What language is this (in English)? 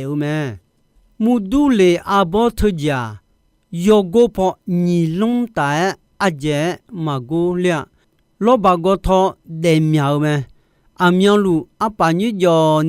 Akha